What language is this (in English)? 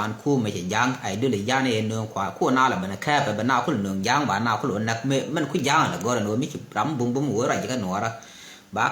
Nuer